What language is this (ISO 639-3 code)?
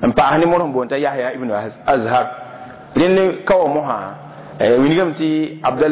mos